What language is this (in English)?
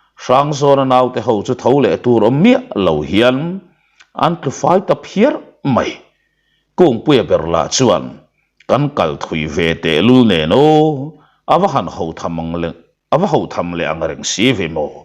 Mizo